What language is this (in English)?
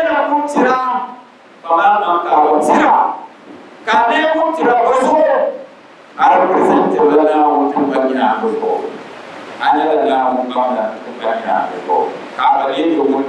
Dagbani